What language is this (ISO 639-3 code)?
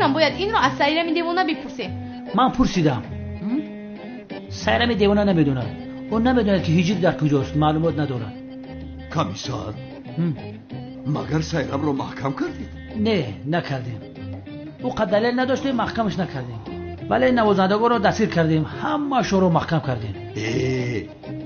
tgk